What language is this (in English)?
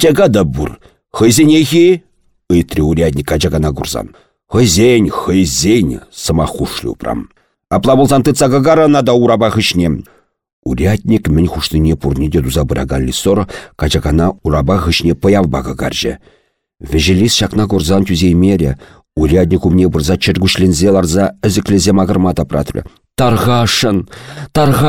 Chuvash